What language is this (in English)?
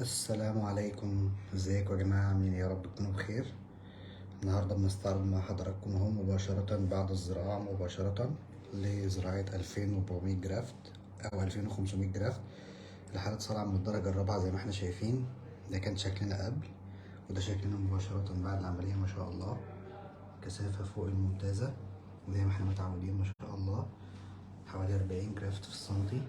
Egyptian Arabic